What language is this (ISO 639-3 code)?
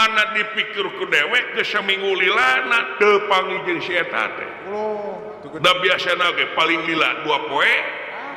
sun